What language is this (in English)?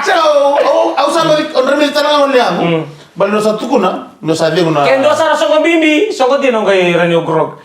Fijian